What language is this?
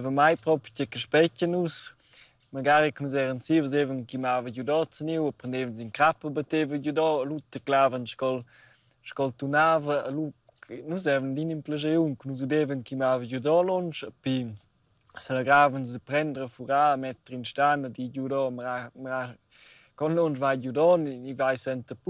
Romansh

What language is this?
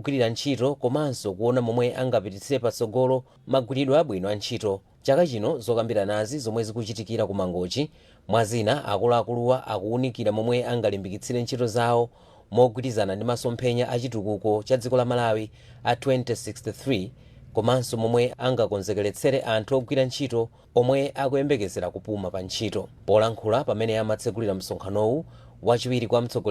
Nyanja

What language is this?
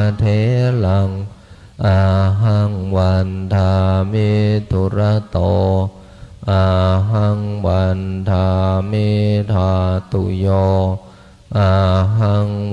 Pali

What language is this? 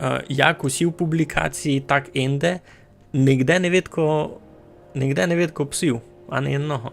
Rusyn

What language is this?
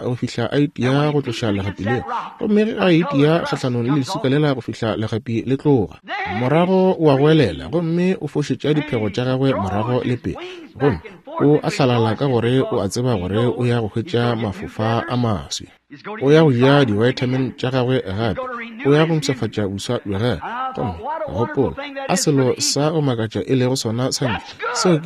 Northern Sotho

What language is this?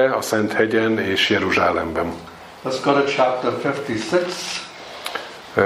Hungarian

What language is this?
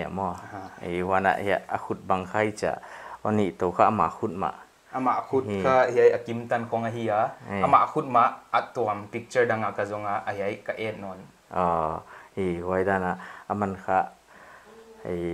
Paite Chin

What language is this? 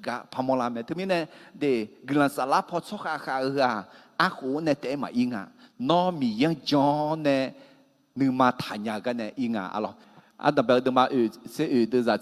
Akha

